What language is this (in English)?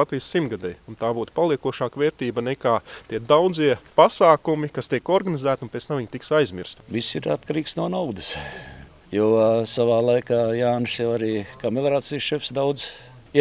Latvian